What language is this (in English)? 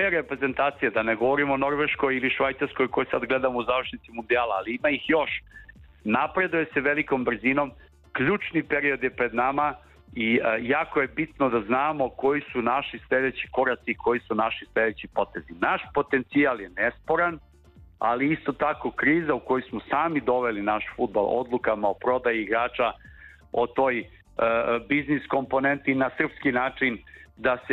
Serbian